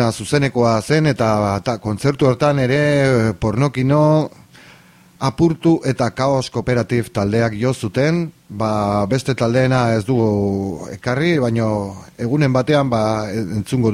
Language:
Basque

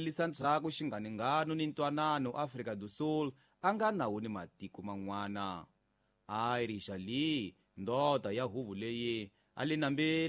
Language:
Tsonga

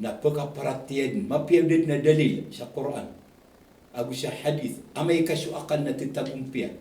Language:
Maranao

